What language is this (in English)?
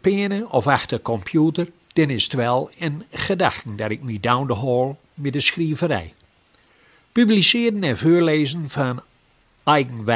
Gronings